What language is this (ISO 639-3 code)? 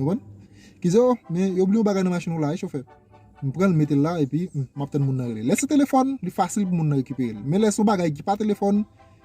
hat